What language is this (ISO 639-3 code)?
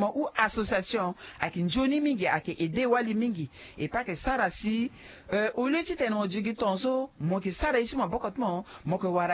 sag